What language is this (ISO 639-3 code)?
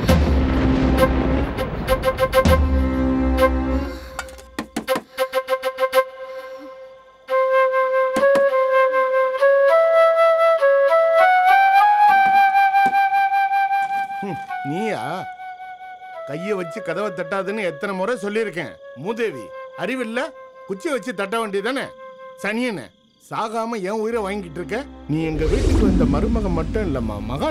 tam